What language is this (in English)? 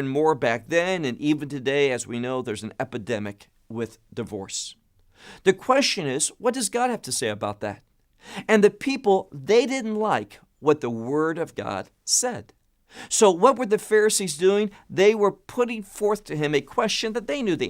English